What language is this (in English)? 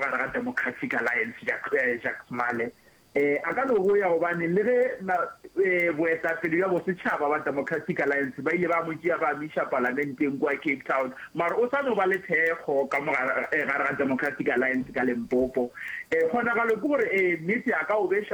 Northern Sotho